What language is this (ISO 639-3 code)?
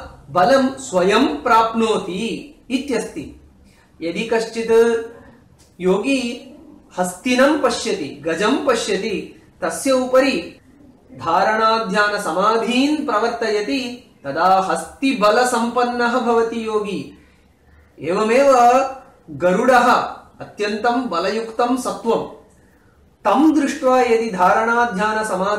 san